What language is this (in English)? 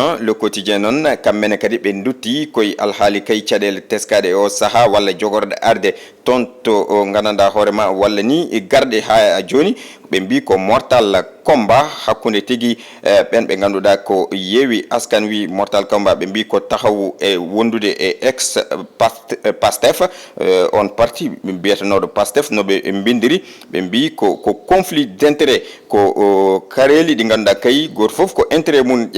Fula